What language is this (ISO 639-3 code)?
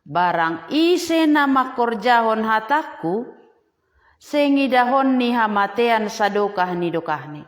bts